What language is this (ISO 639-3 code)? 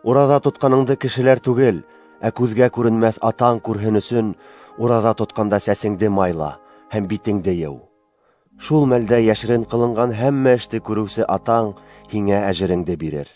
bak